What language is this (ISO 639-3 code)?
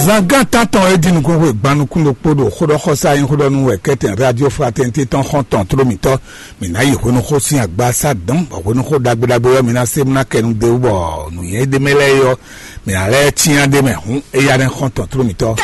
fon